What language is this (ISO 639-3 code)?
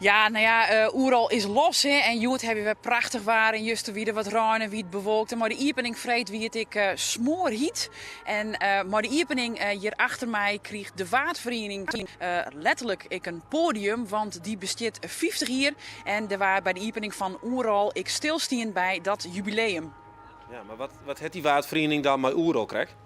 fry